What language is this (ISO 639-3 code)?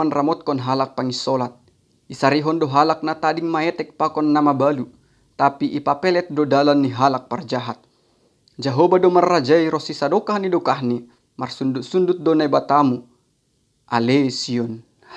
bts